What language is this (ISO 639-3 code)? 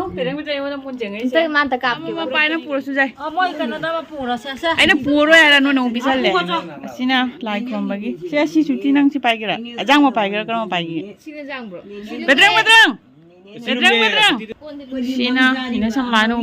mni